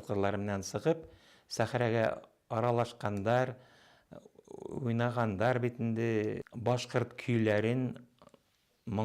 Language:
Bashkir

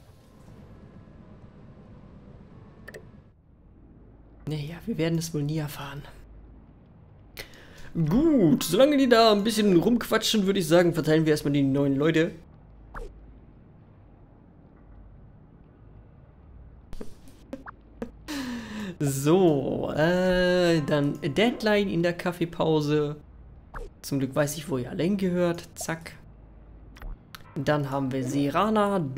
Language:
German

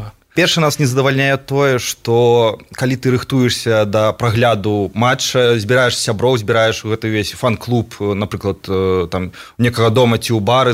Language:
Belarusian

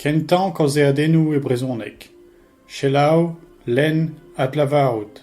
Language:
Breton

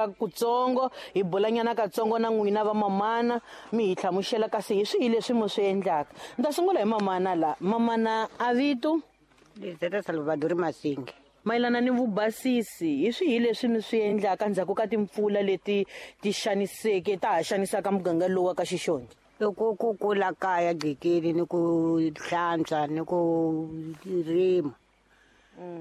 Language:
Tsonga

